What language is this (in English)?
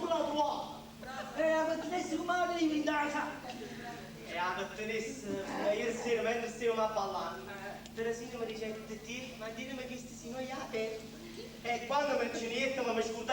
Neapolitan